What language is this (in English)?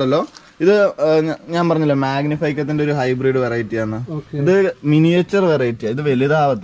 Malayalam